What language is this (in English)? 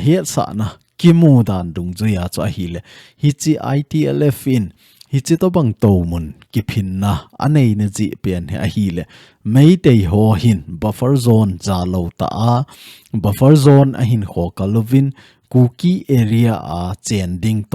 Thado Chin